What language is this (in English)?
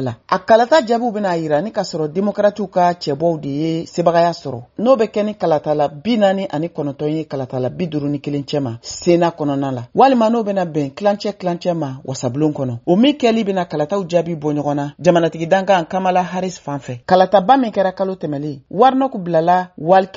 Bambara